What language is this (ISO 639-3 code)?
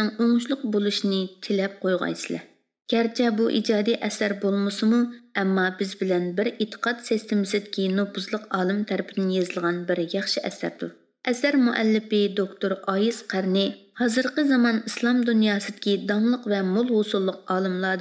uig